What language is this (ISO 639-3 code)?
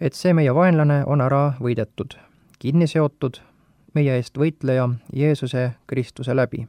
est